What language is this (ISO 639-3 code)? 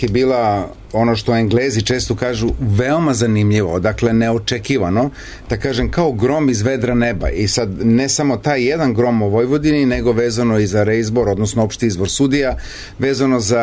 srp